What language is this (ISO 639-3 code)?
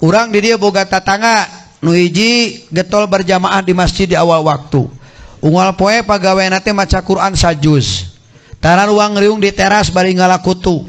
sun